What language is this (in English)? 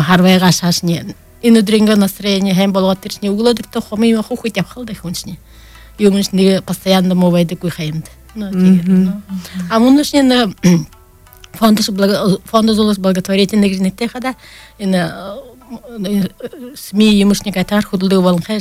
Buriat